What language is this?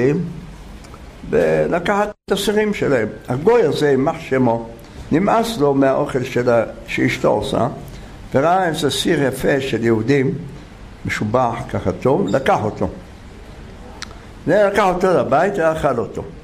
Hebrew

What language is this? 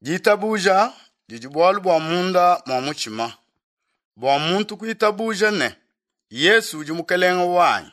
Luba-Lulua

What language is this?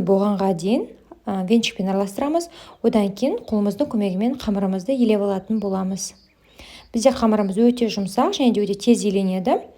Kazakh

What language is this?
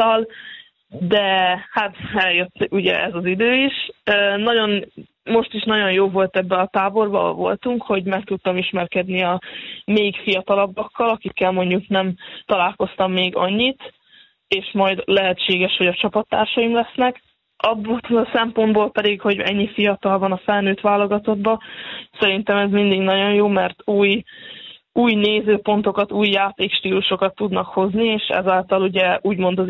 Hungarian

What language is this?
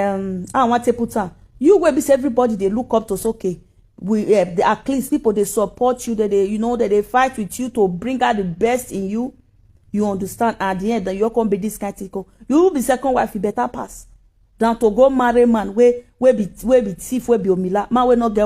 Nigerian Pidgin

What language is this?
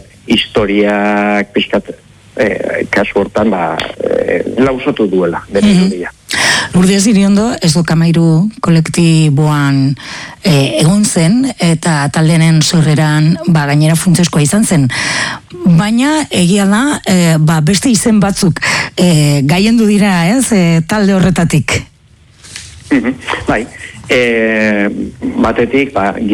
Basque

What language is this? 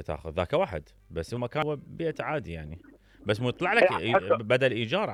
Mesopotamian Arabic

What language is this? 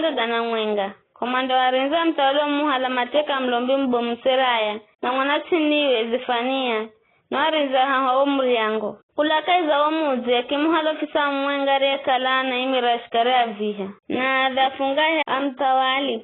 Giryama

